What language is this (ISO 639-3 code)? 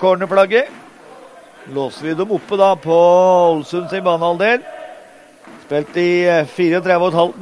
nor